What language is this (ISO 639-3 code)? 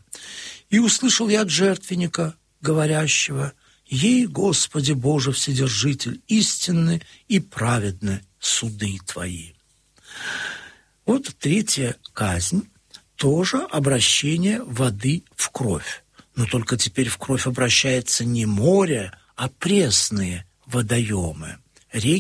rus